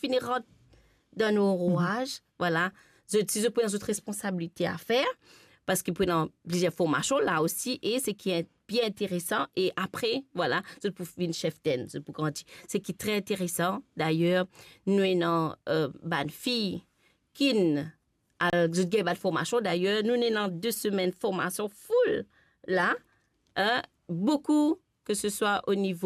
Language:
Morisyen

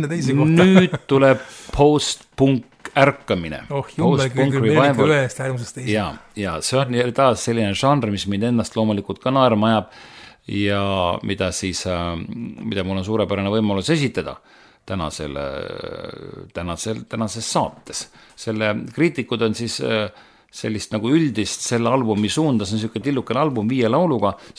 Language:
Estonian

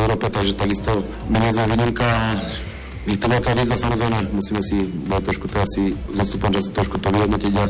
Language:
Slovak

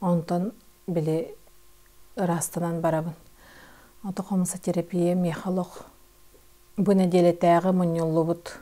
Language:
Yakut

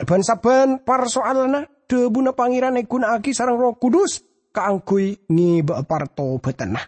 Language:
Madurese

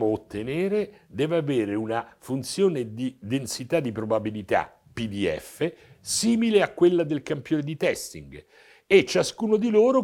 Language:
Italian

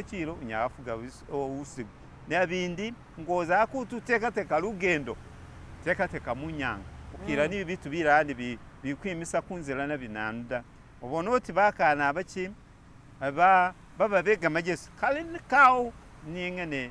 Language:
Masaaba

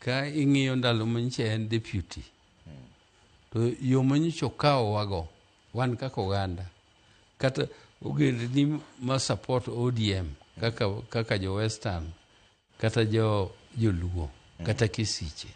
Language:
Luo (Kenya and Tanzania)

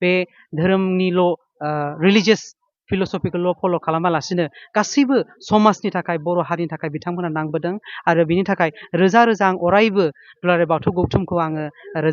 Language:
Bodo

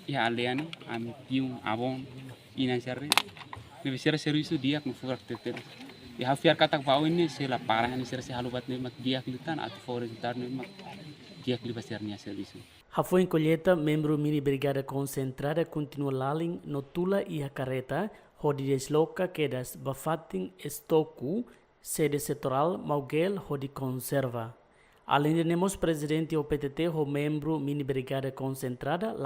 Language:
Tetum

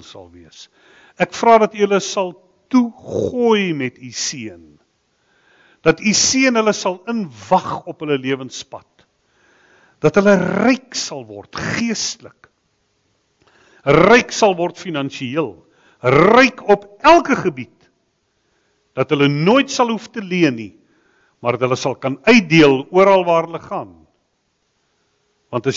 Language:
Afrikaans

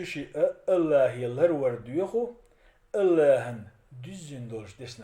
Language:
Chechen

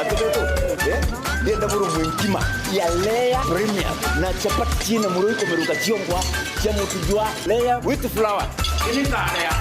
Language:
Meru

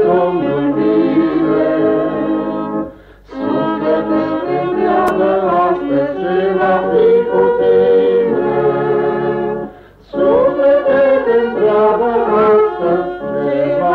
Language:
Romanian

